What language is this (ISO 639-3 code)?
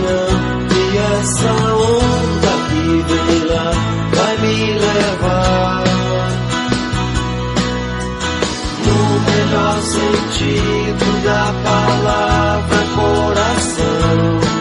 por